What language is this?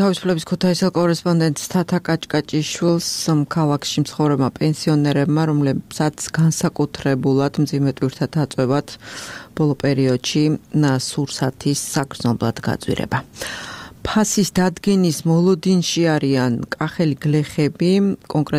Georgian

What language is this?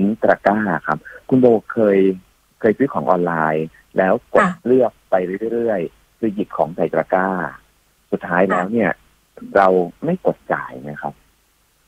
Thai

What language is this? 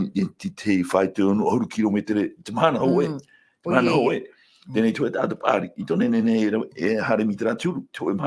Tahitian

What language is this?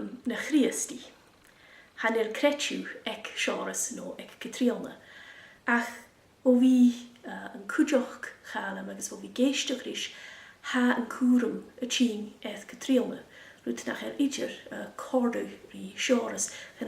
Scottish Gaelic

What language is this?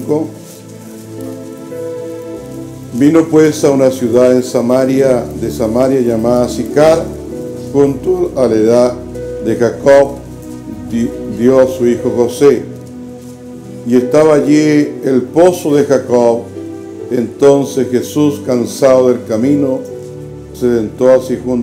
Spanish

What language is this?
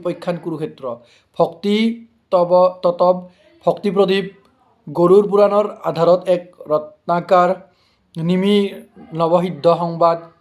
Assamese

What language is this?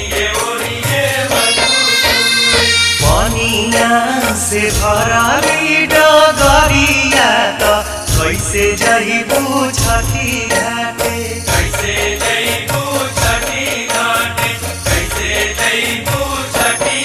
Bhojpuri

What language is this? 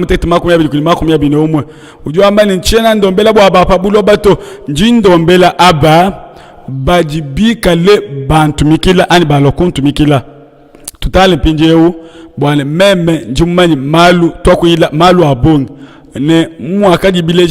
Luba-Lulua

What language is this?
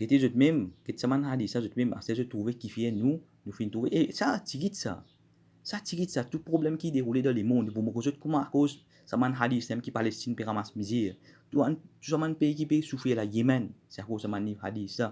Morisyen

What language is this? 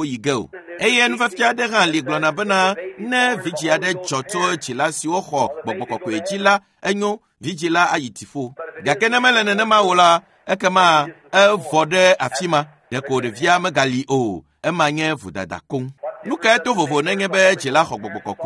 Ewe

